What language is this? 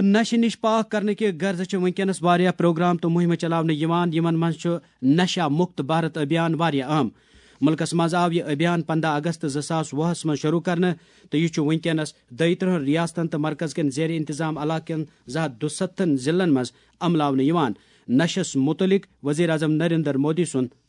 Kashmiri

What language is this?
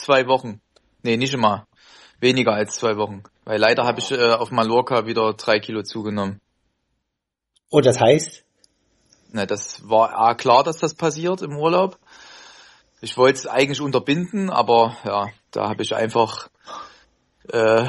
German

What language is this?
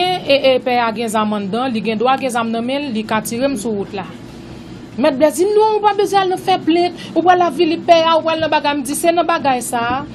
Haitian Creole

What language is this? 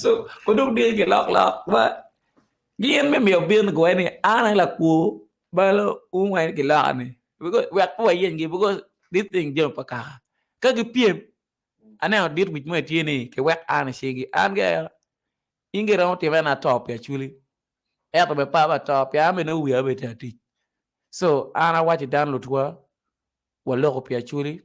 Acoli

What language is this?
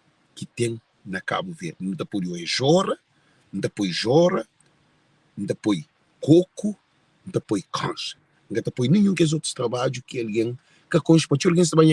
Kabuverdianu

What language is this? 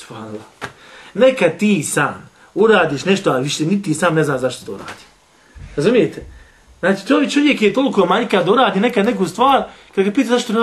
Bosnian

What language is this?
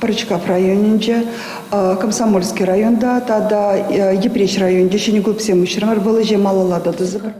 Chuvash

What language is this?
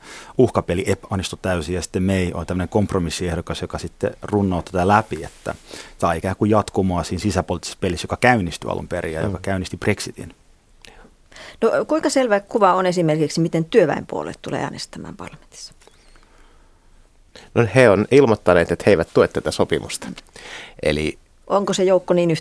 Finnish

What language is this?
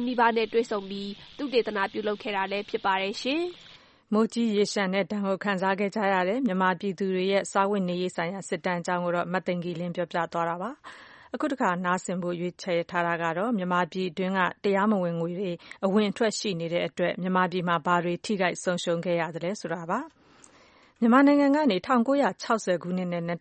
Burmese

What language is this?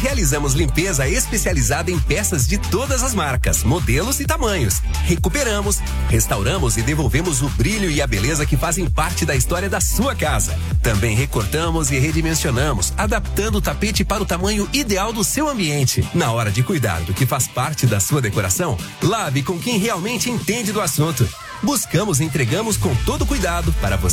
Portuguese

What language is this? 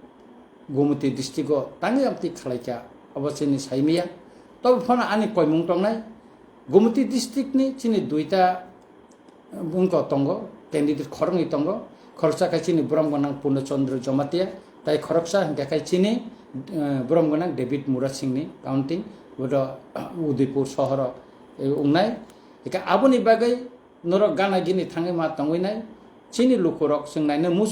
Kok Borok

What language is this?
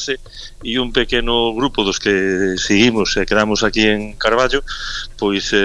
Galician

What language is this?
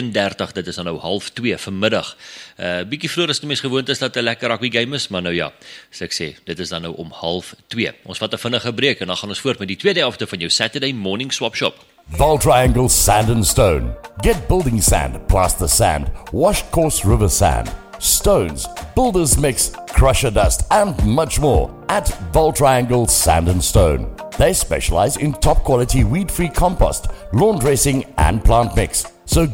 Afrikaans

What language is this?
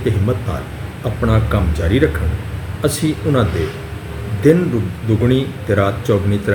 Western Panjabi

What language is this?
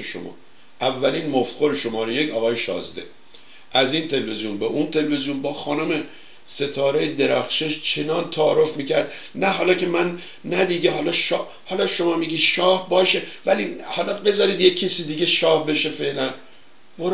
Persian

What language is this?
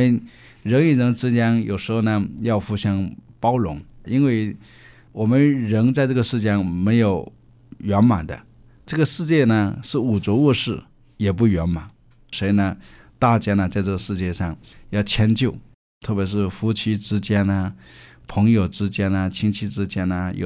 Chinese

